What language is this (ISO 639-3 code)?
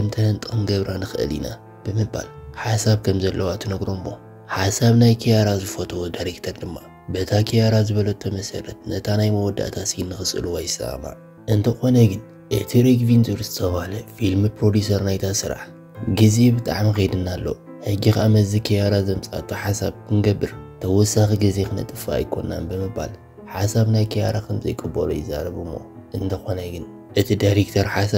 tir